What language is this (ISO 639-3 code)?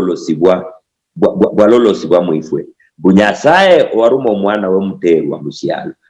luy